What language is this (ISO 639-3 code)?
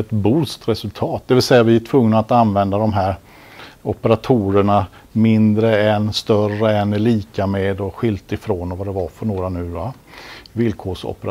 swe